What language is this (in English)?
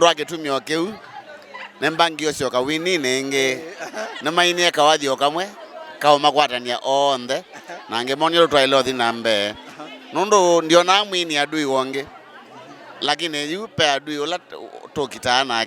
Kamba